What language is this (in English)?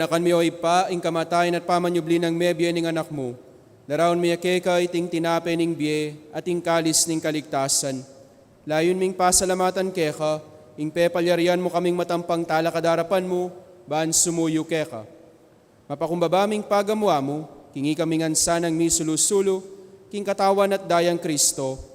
Pampanga